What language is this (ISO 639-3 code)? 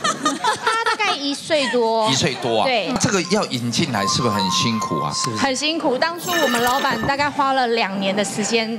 zho